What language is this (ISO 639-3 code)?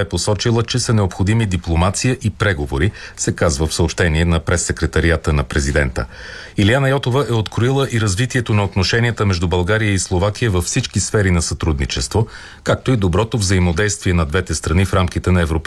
bul